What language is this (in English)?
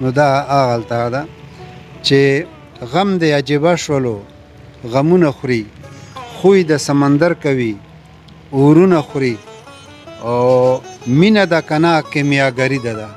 Pashto